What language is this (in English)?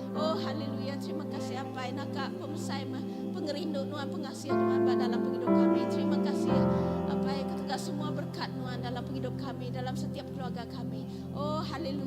Iban